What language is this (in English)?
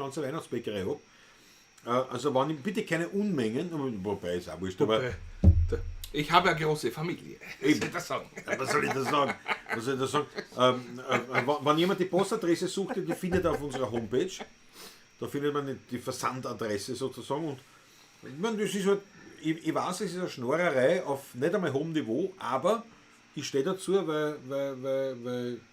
Bavarian